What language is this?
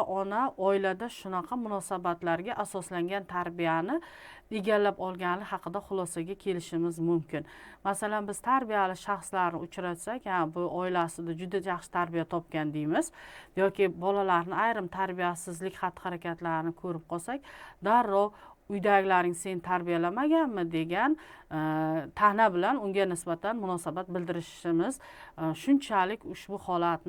Uzbek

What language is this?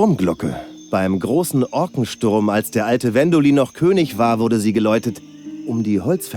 Bavarian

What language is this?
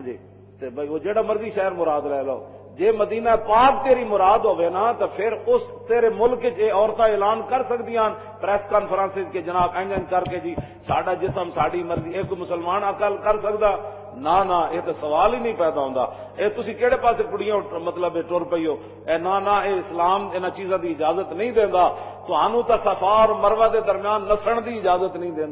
Western Panjabi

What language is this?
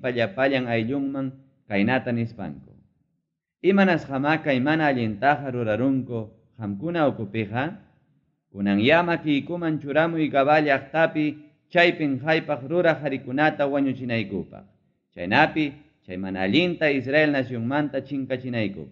Ayacucho Quechua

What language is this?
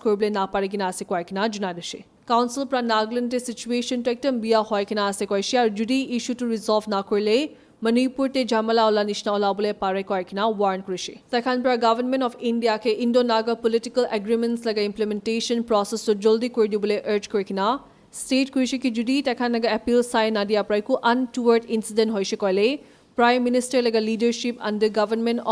Naga Pidgin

